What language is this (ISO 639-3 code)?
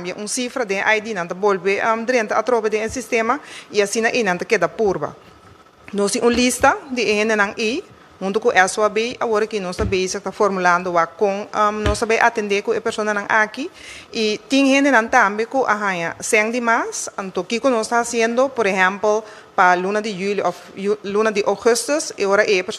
pap